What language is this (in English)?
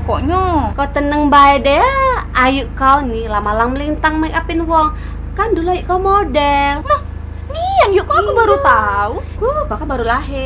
Musi